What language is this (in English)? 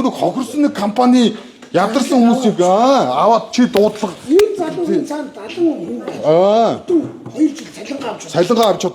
Mongolian